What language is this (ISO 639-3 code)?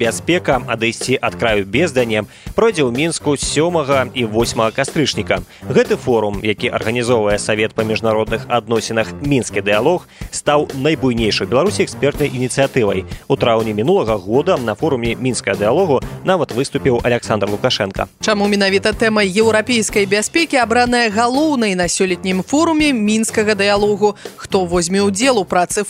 bel